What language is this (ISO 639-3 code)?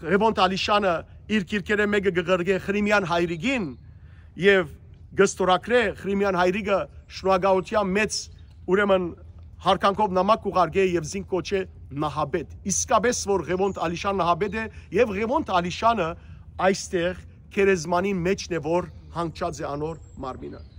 hyw